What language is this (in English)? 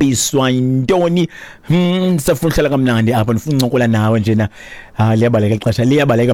Xhosa